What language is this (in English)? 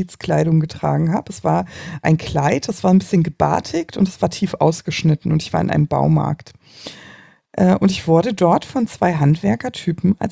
German